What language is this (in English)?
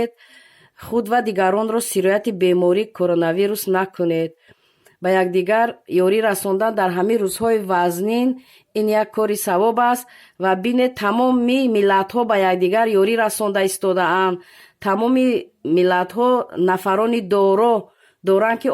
Tajik